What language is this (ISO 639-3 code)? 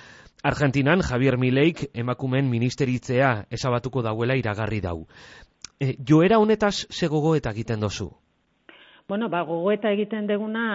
eus